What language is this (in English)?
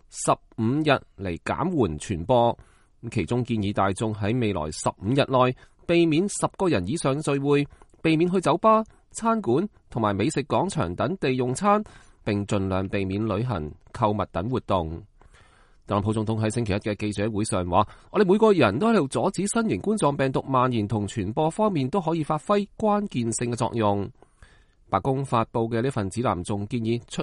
Cantonese